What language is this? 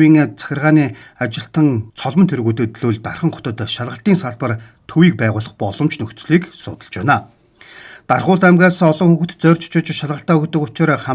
Mongolian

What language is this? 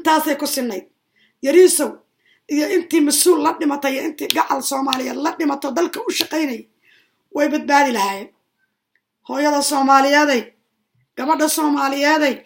Somali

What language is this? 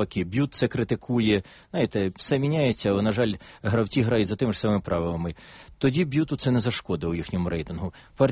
Ukrainian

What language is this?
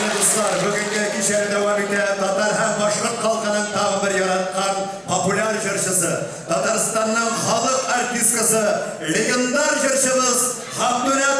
Tatar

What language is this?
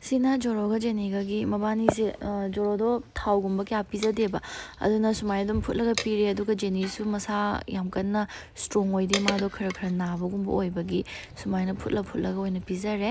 Manipuri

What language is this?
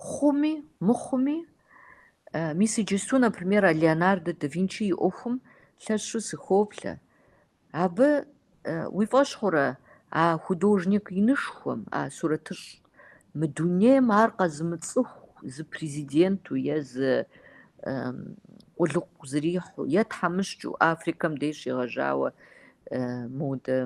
Kabardian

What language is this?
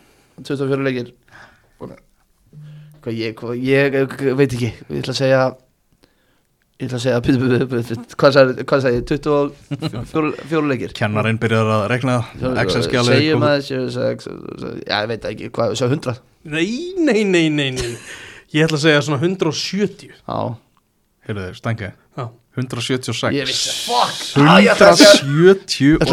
Icelandic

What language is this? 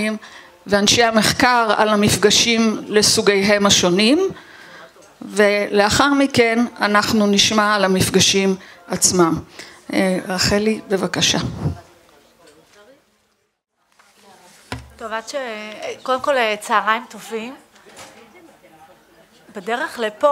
Hebrew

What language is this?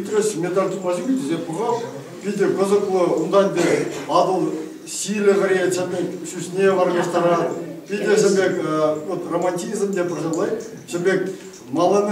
Chuvash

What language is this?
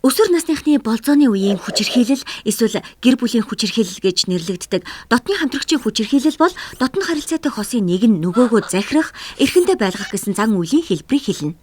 Mongolian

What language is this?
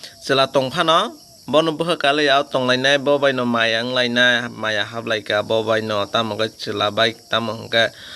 Kok Borok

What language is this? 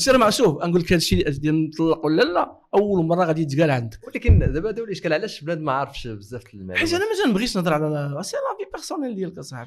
Moroccan Arabic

